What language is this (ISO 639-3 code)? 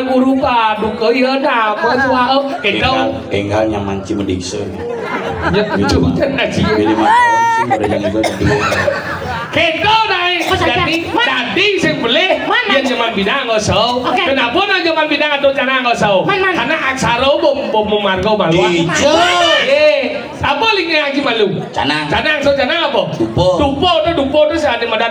ban